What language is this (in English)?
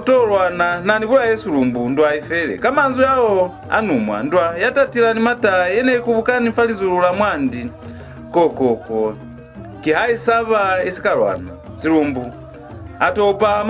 Lozi